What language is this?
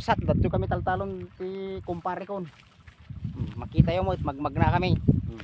Iloko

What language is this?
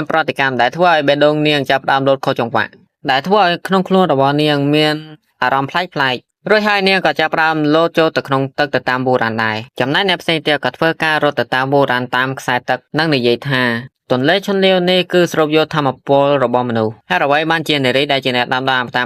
Khmer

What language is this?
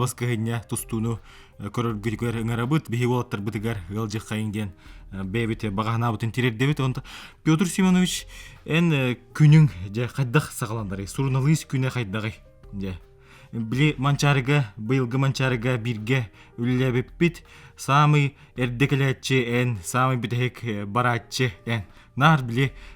Yakut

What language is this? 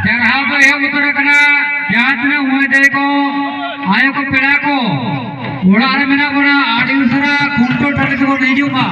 Santali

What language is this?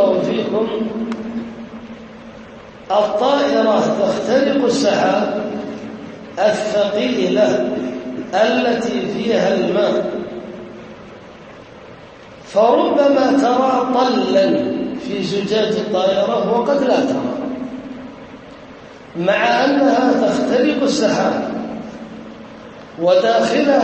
Arabic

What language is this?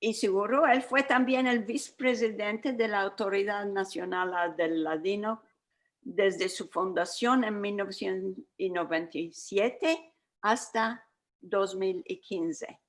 Ladino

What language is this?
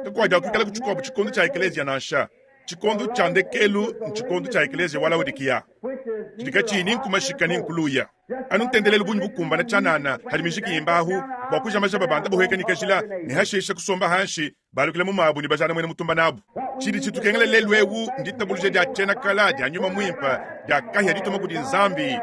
Luba-Lulua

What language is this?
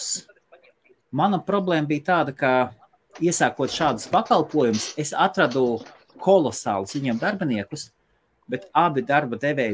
Latvian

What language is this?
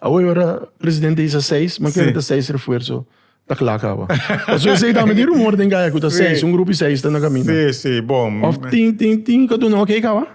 Papiamento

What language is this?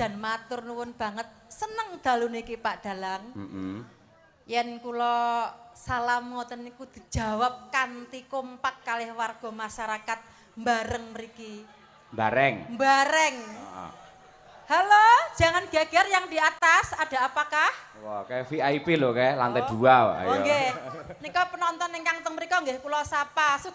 Javanese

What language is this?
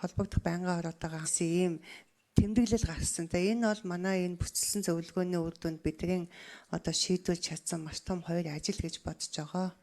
Mongolian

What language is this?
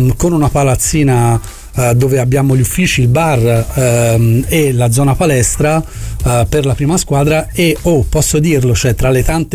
Italian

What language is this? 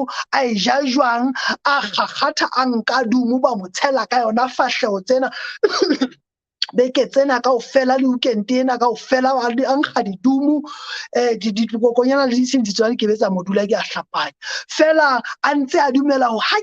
Southern Sotho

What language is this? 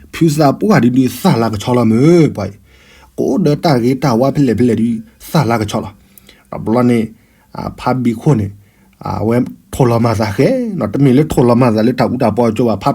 S'gaw Karen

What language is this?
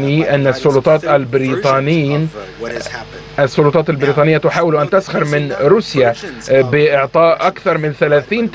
Arabic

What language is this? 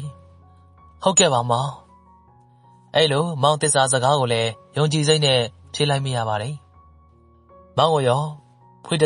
Burmese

